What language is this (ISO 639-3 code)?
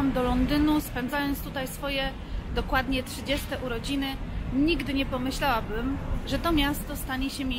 pol